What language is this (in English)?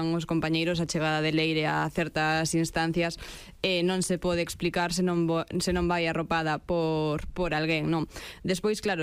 Galician